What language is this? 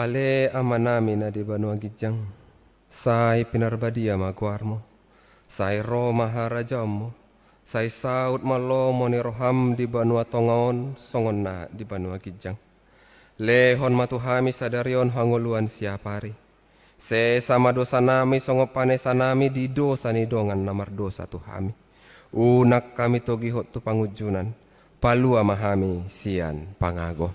Batak Toba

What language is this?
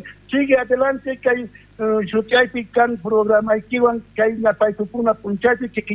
South Bolivian Quechua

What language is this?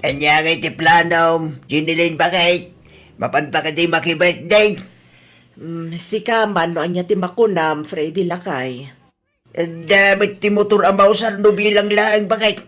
Iloko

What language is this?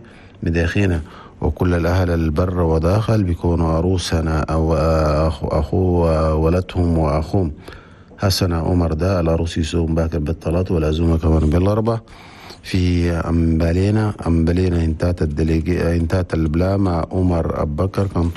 Chadian Arabic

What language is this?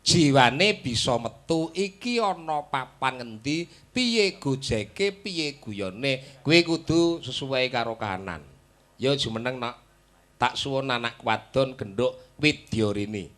Javanese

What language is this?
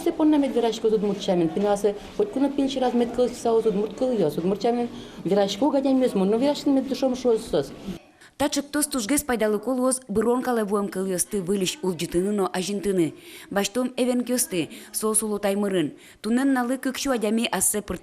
Udmurt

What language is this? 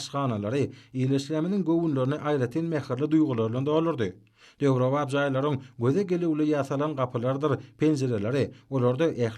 Turkmen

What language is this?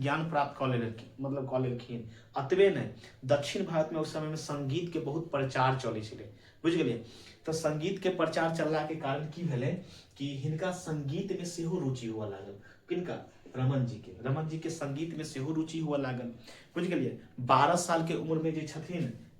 Maithili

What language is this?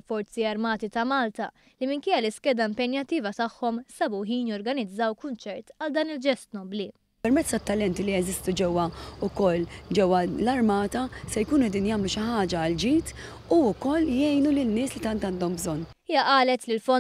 Maltese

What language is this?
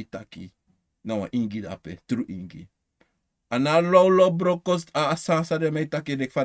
Sranan Tongo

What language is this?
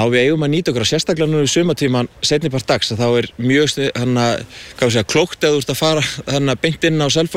Icelandic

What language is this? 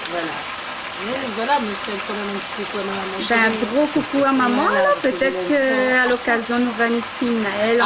Réunion Creole French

